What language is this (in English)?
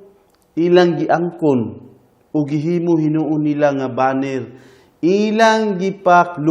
Cebuano